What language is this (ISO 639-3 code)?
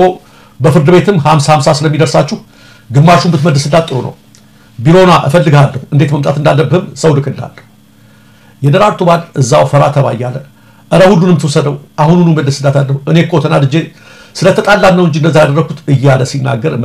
amh